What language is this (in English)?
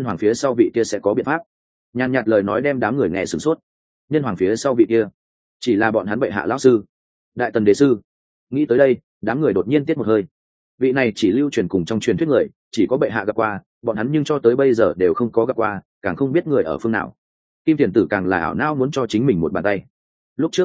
Vietnamese